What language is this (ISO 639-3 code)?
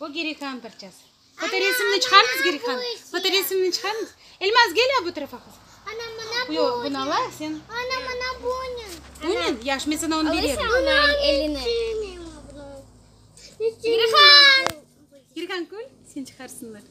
crh